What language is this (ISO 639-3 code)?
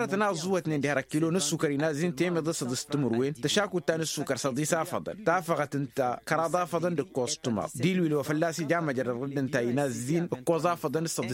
taq